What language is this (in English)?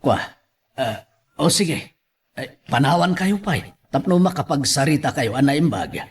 Iloko